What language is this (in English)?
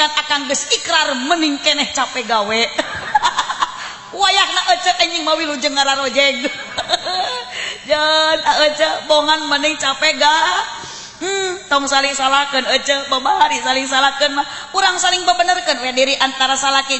Sundanese